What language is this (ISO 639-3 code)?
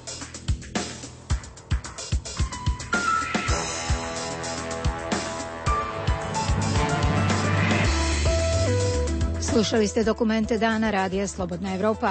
hrv